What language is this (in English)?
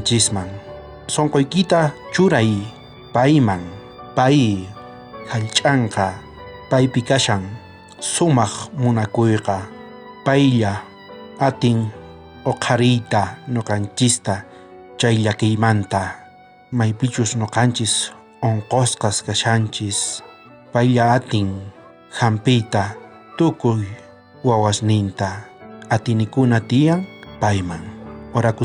South Bolivian Quechua